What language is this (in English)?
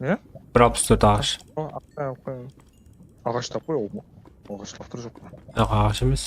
Kara-Kalpak